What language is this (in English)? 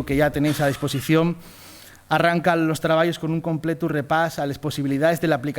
Asturian